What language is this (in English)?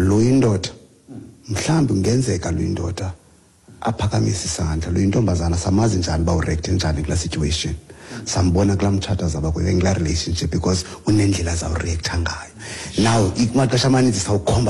Xhosa